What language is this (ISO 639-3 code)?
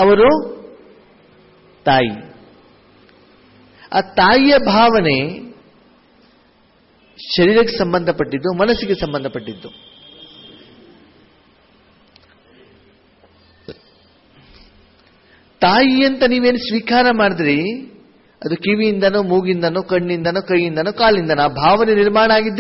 kan